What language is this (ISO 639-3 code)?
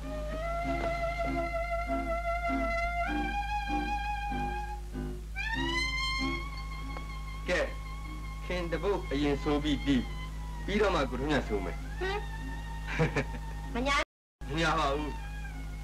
mya